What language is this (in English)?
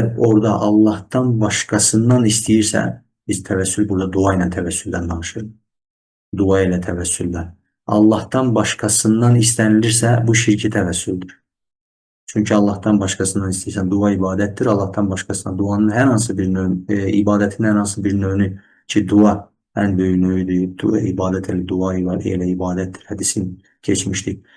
Azerbaijani